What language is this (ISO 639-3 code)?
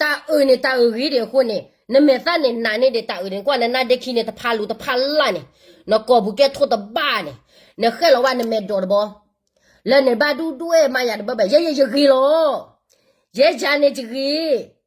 ksw